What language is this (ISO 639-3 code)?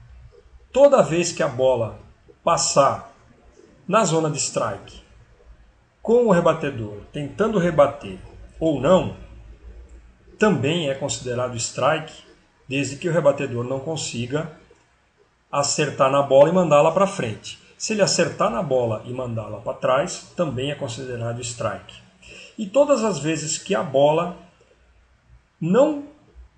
por